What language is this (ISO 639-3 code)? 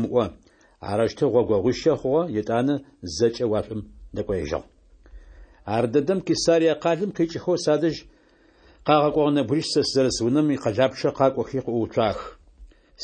ady